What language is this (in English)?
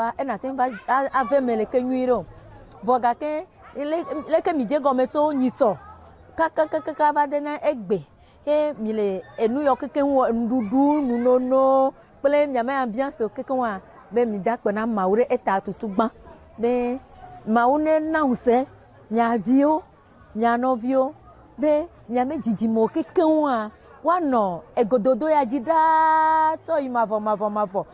Ewe